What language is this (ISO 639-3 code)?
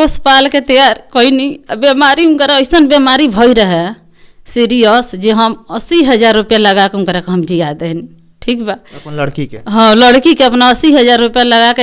bho